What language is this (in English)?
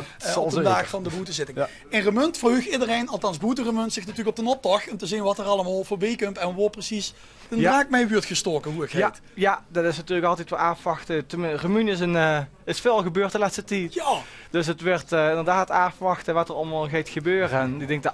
Limburgish